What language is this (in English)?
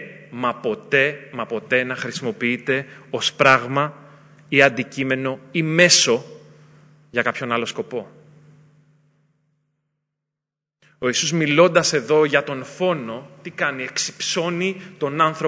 Greek